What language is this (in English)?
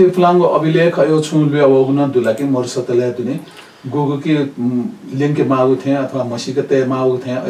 Newari